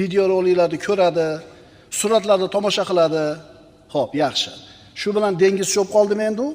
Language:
Uzbek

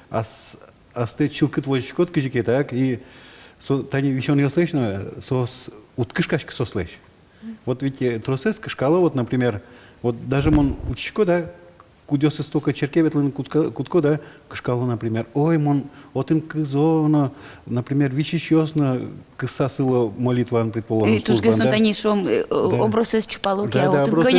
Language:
Udmurt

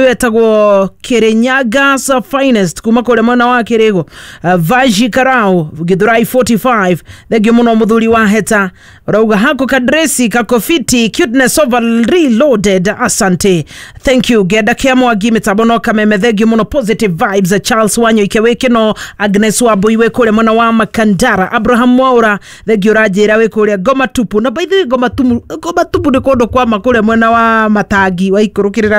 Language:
Kikuyu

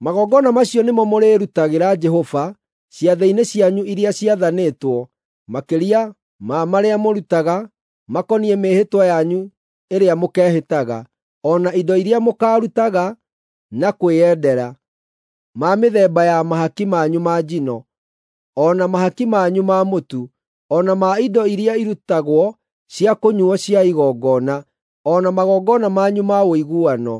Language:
Kikuyu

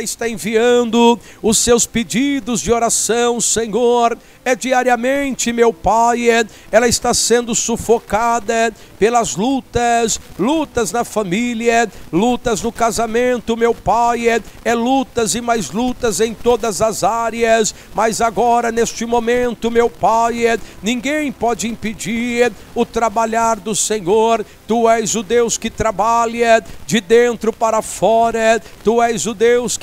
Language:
Portuguese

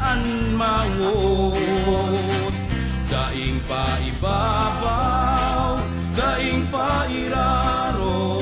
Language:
Bikol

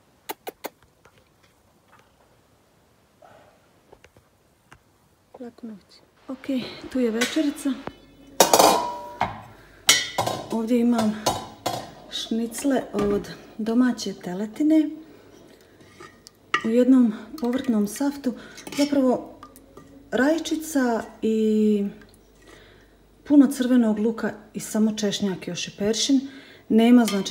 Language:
Croatian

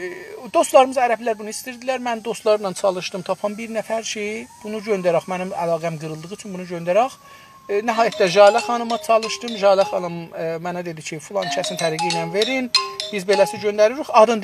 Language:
South Azerbaijani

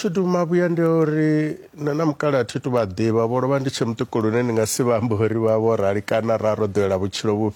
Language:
Venda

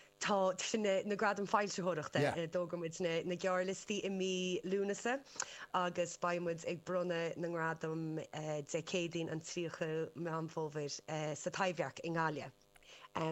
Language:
Irish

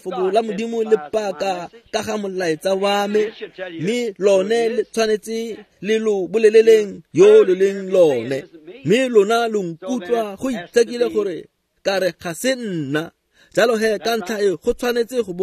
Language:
Tswana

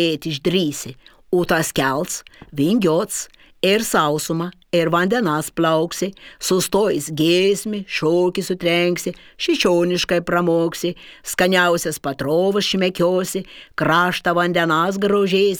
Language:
Lithuanian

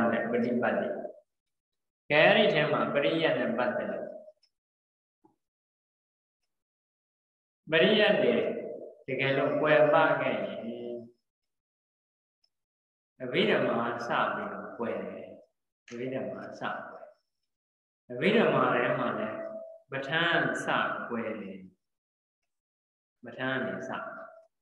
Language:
Burmese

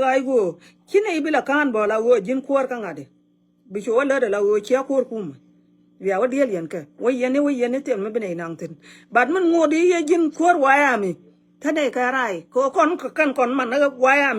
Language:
Nuer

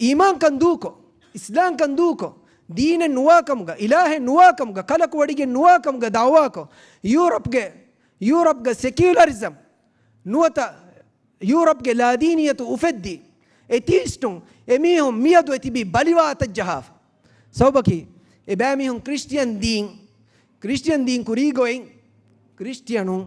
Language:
Divehi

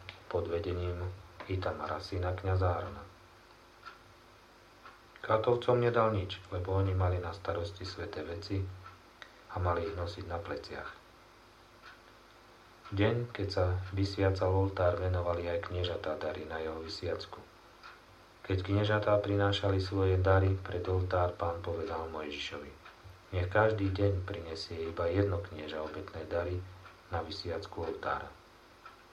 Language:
Slovak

